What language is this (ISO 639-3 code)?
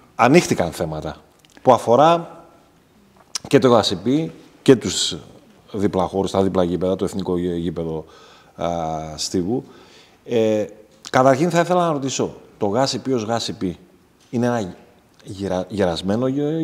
ell